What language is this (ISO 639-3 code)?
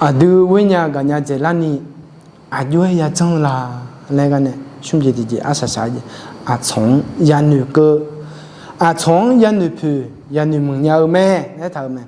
ahk